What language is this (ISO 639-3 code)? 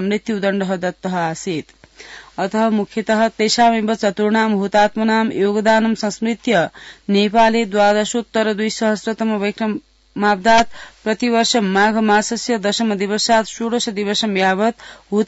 san